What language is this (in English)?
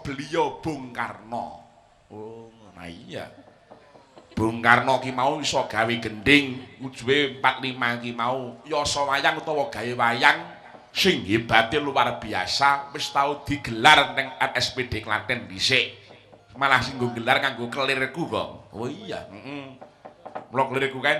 Javanese